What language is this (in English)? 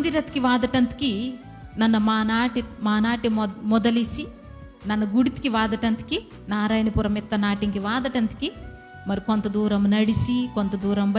Koya